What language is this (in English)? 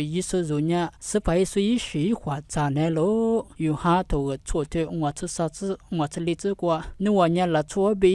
Lisu